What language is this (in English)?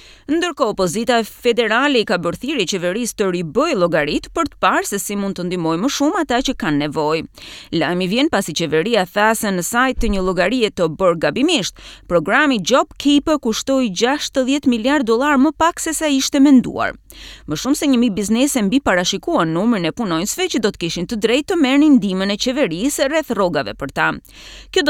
Albanian